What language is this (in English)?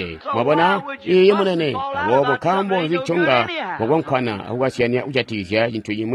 Tonga (Zambia)